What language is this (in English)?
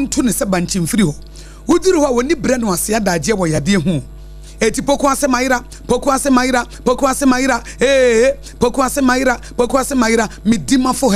Akan